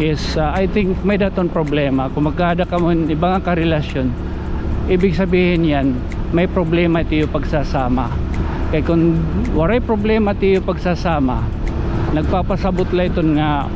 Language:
Waray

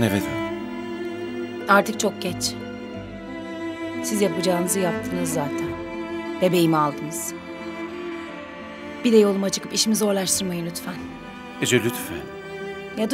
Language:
Turkish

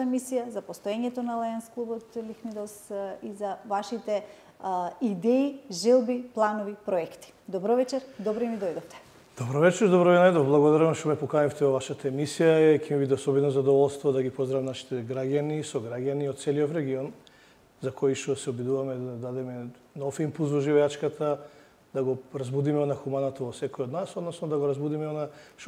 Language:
Macedonian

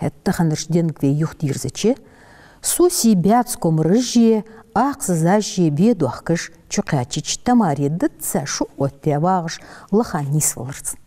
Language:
Ingush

